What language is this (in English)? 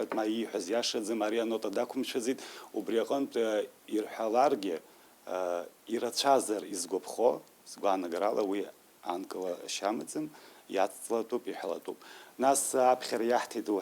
Abkhazian